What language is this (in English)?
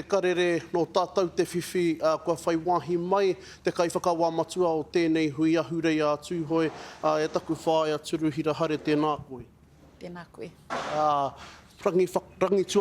Māori